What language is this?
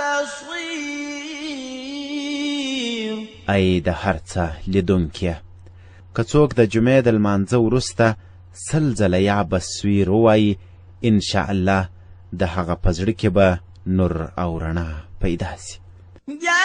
Pashto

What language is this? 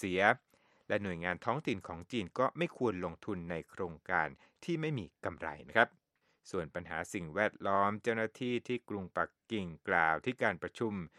Thai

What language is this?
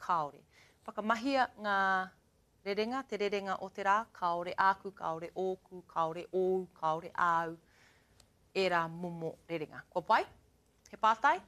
Māori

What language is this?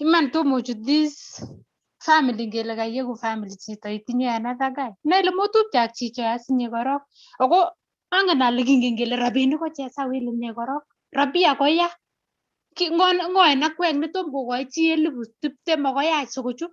Kalenjin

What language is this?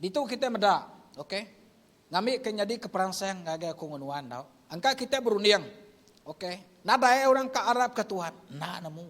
Iban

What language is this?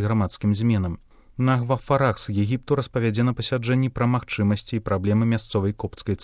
Belarusian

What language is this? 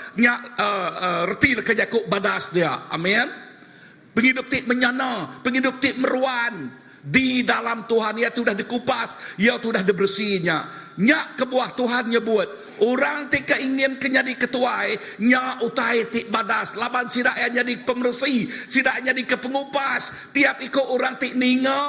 Iban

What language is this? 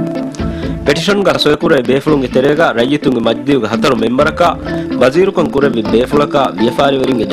Divehi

